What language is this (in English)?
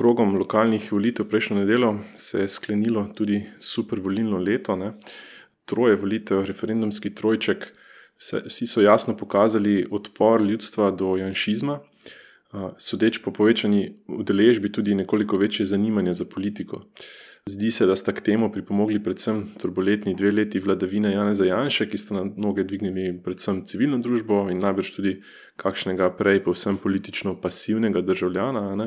Slovenian